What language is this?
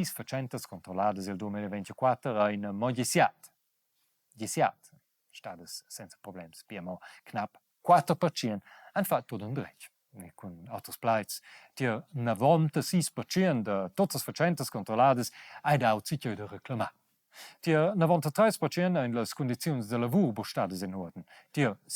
Romansh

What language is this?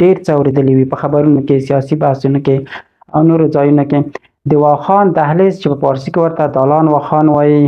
Pashto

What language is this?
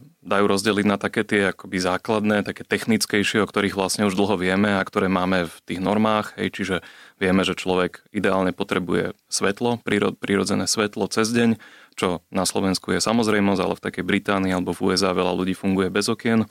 Slovak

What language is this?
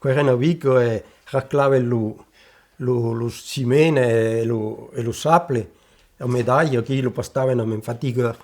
Occitan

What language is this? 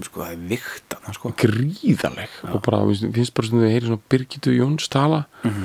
Icelandic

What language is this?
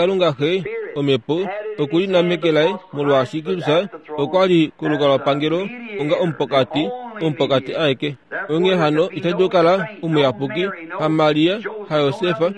Kuanyama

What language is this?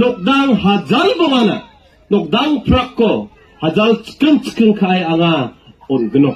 Garo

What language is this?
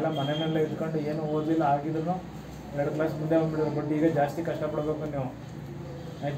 Kannada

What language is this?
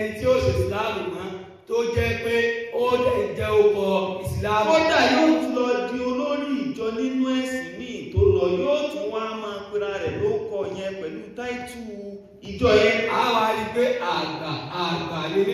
Yoruba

